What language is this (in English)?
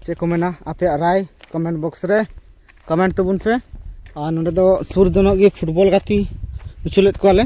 Santali